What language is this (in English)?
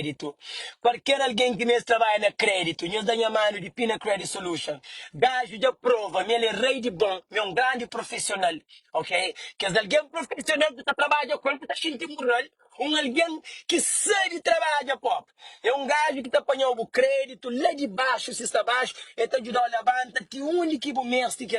Kabuverdianu